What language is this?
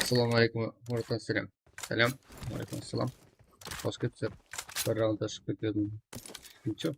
Kara-Kalpak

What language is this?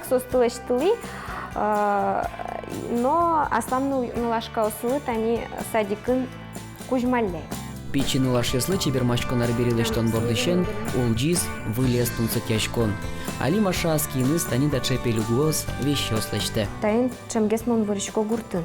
Udmurt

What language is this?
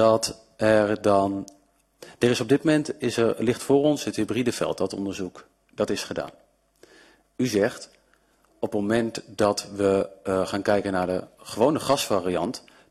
Dutch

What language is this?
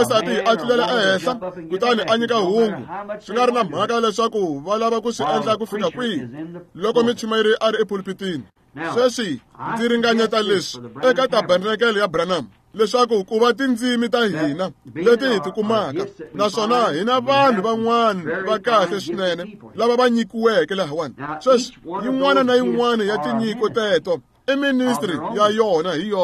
Tsonga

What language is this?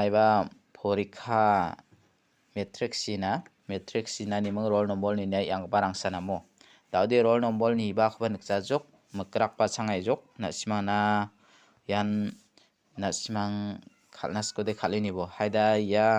Garo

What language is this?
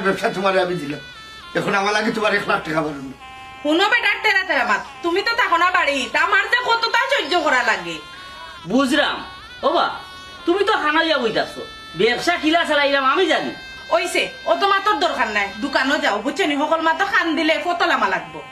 Sylheti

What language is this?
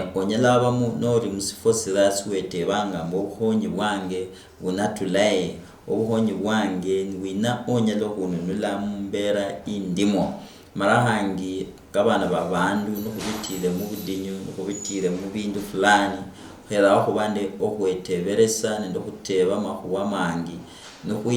Luyia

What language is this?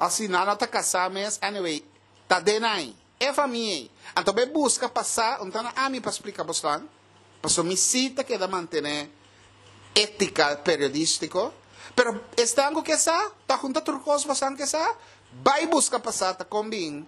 Papiamento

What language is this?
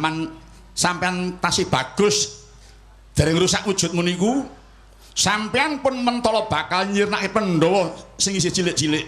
Javanese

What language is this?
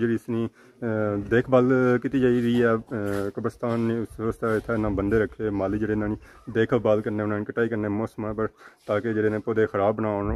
Pahari-Potwari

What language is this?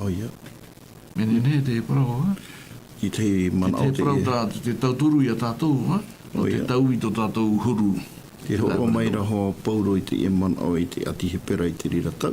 Tahitian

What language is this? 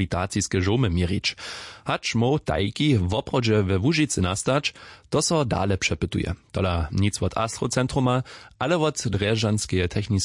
Upper Sorbian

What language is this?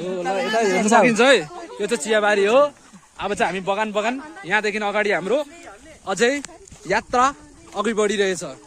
Nepali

